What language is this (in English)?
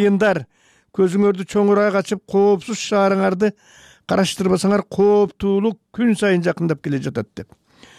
Kyrgyz